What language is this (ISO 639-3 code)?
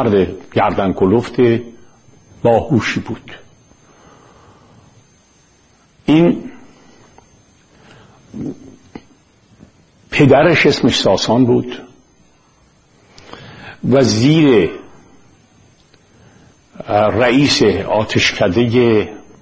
fas